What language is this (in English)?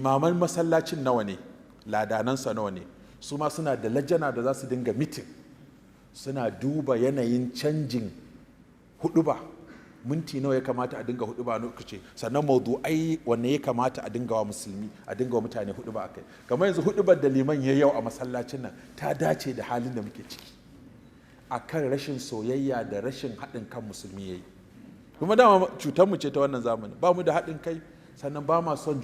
Hausa